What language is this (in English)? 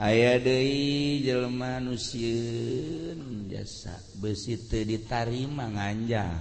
Sundanese